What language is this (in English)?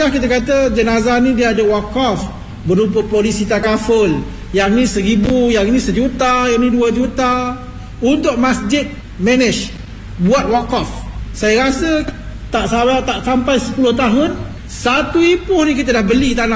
Malay